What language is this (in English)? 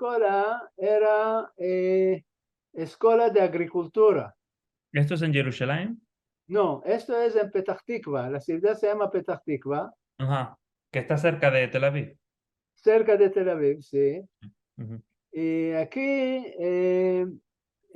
Ladino